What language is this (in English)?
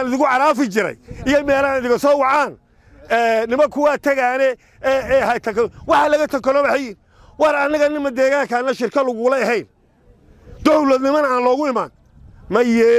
Somali